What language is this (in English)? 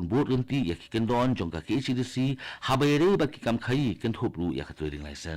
Khasi